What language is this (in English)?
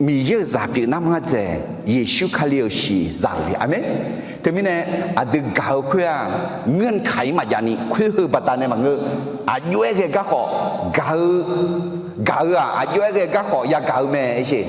Akha